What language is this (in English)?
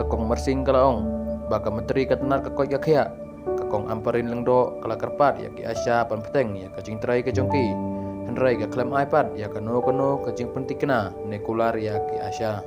Khasi